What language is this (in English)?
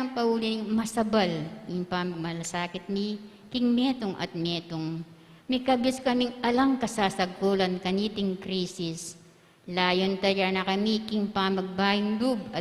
Pampanga